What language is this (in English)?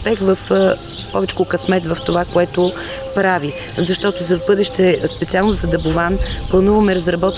Bulgarian